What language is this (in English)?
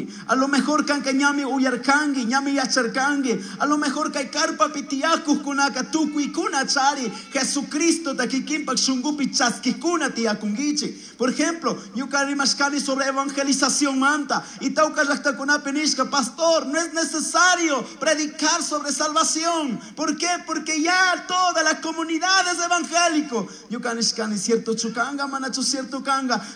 Chimborazo Highland Quichua